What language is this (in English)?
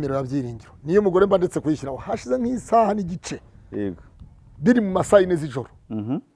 Kinyarwanda